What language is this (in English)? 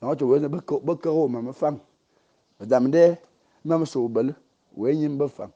Fang